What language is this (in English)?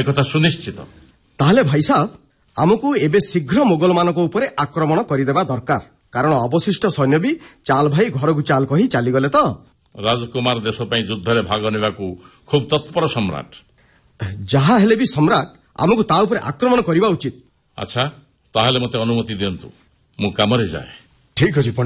Odia